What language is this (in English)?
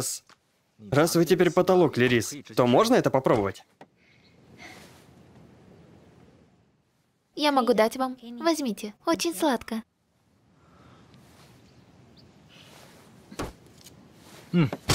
Russian